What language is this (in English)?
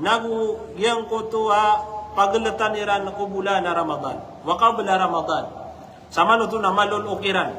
Maranao